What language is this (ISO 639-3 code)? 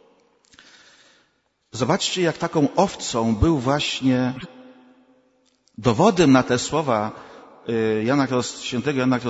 pol